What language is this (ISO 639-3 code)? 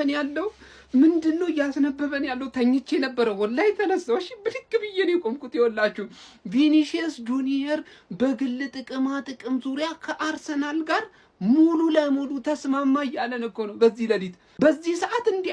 amh